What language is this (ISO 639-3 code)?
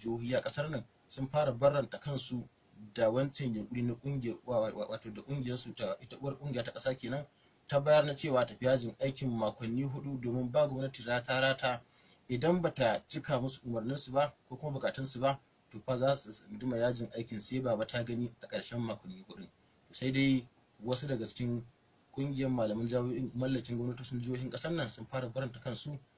hau